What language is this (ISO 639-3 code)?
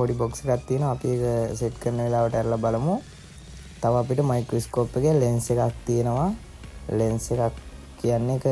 sin